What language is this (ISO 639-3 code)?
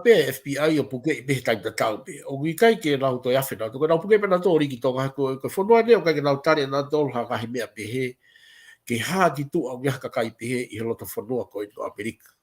ton